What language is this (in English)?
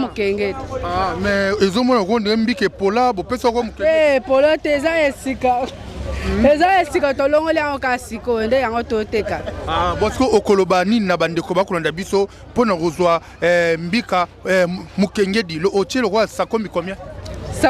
Lingala